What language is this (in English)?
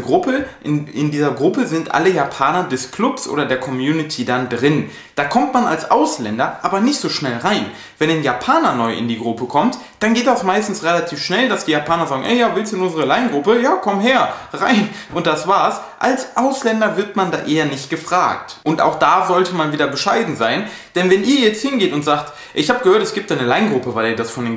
German